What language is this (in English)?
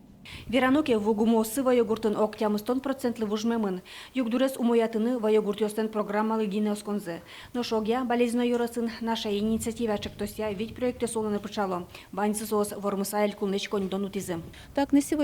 Udmurt